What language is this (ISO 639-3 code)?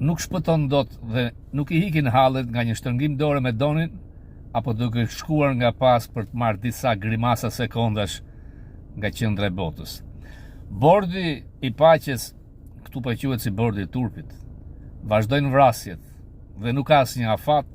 sqi